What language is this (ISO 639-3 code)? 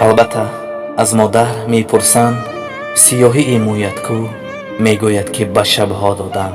tgk